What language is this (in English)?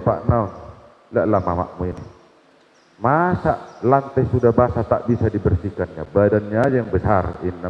Batak Toba